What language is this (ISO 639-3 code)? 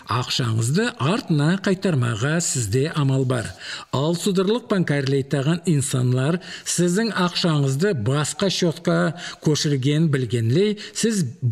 nog